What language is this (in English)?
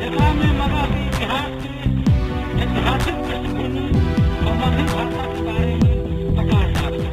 Magahi